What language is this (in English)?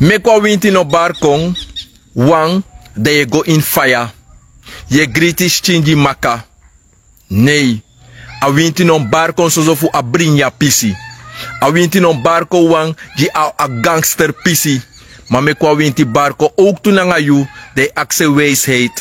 Sranan Tongo